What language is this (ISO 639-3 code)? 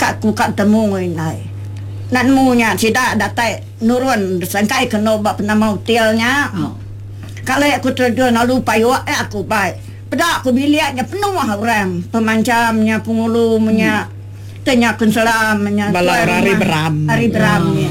iba